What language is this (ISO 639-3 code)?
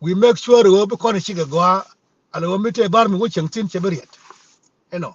nus